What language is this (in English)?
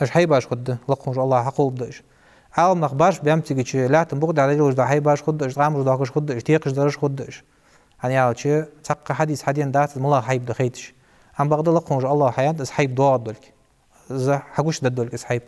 Ingush